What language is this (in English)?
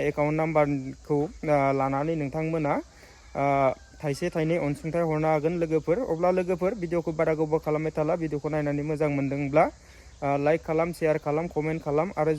Bodo